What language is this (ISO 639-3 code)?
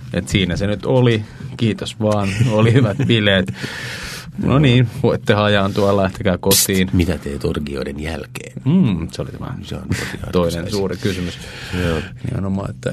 fin